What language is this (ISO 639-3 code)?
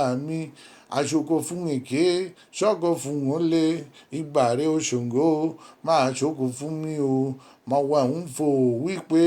yor